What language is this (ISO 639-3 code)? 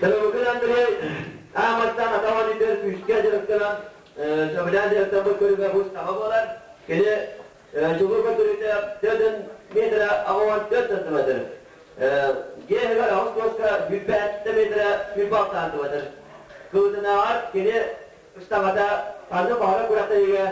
sah